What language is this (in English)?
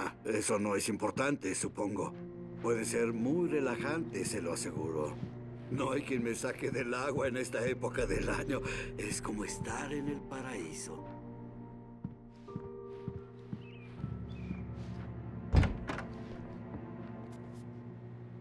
Spanish